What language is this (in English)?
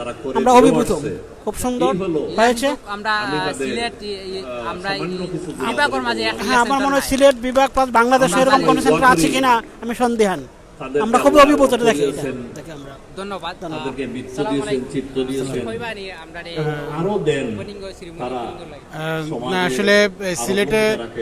Sylheti